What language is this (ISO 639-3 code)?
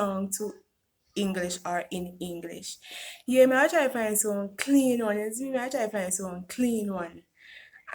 jam